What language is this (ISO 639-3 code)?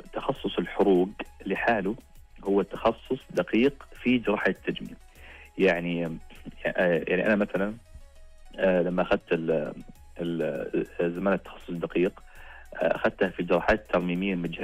ars